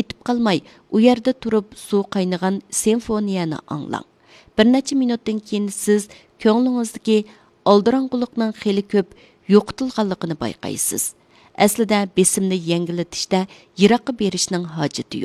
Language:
Uyghur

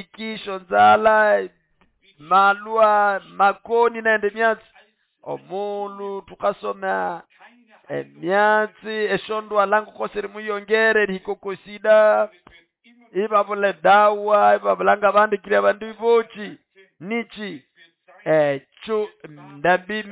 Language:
Nande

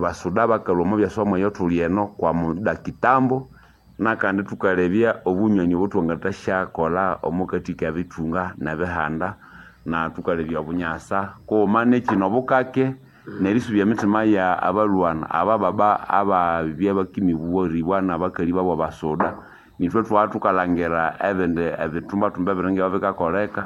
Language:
Nande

